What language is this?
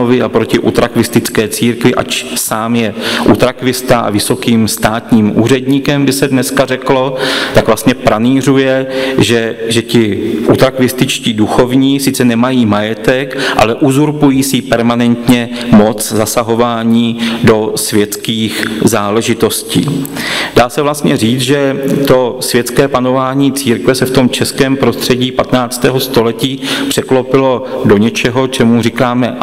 Czech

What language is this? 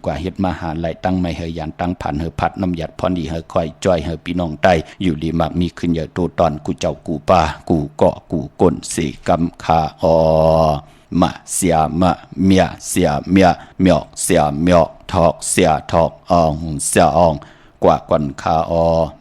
Shan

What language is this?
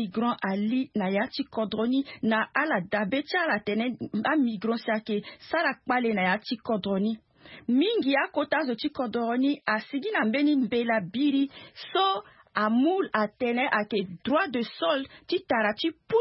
Sango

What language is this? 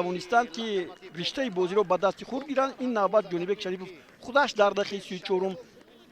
Tajik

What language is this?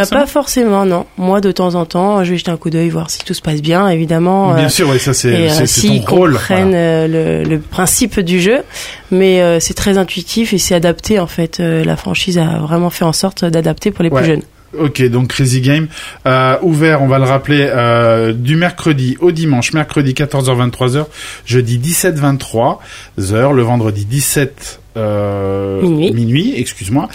French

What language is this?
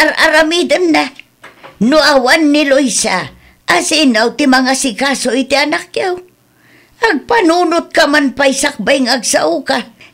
Iloko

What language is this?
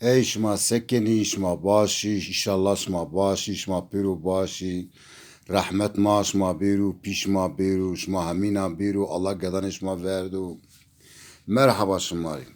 Zaza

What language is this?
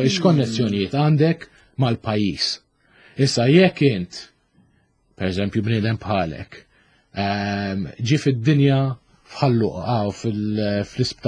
Maltese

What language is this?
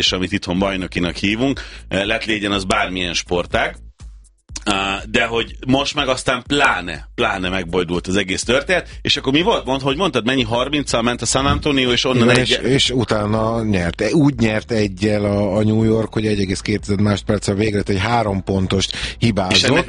Hungarian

